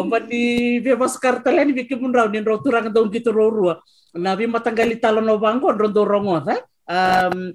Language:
Fijian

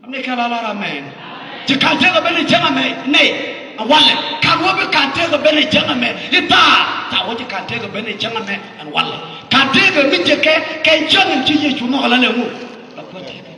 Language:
Nuer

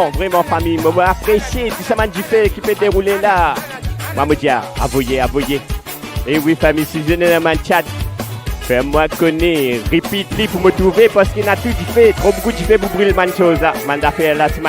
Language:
Morisyen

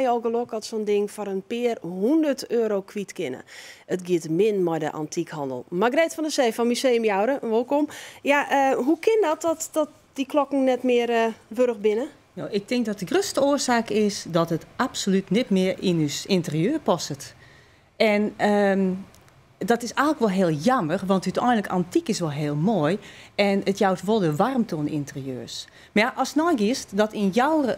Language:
Western Frisian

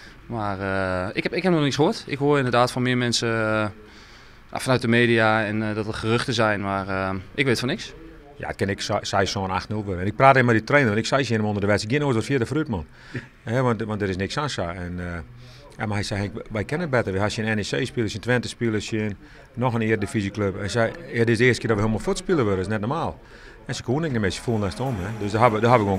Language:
Western Frisian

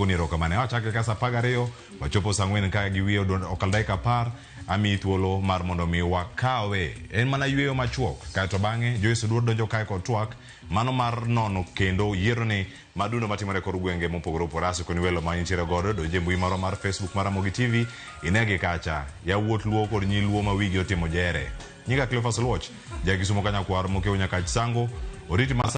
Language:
Luo (Kenya and Tanzania)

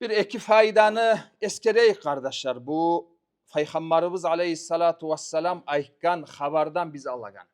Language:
Kumyk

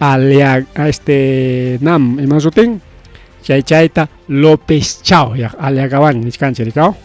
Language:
Ayacucho Quechua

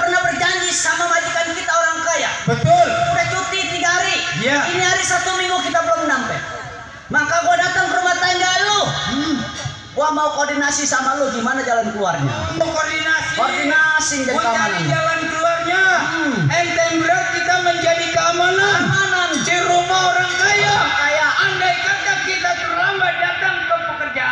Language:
Betawi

